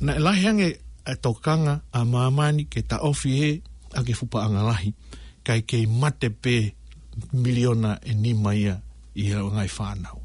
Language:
Tongan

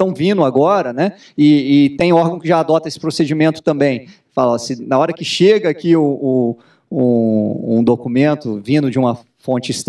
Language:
Portuguese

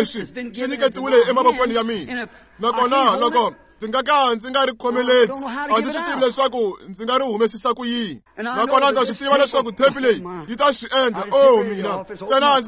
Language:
Tsonga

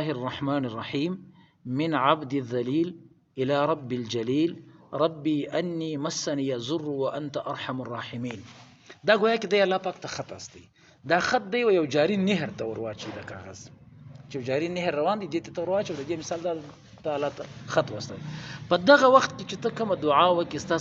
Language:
Pashto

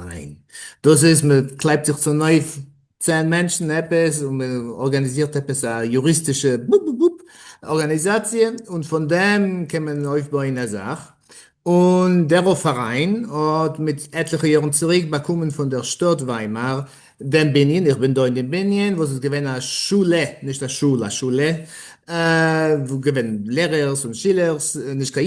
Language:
Yiddish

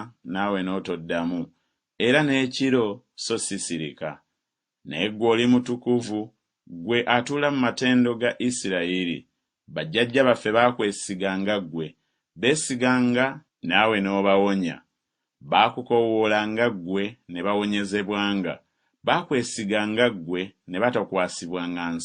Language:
Ganda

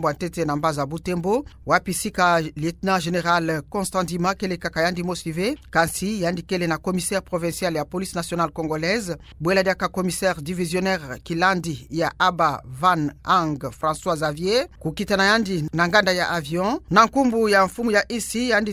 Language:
Kituba (Democratic Republic of Congo)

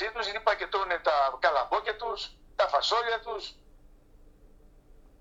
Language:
Greek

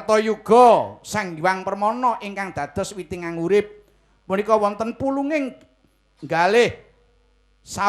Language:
Javanese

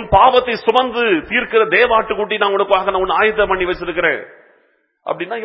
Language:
Tamil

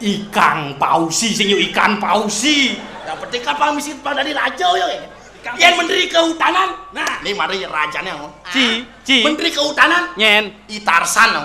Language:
Balinese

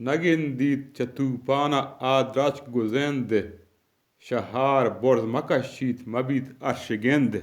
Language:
Eastern Balochi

